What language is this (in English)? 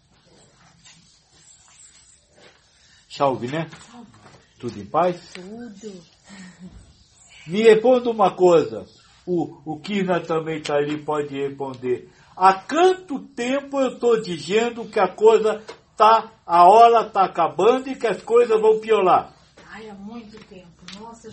Portuguese